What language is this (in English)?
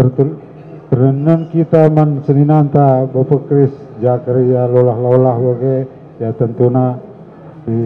Batak Karo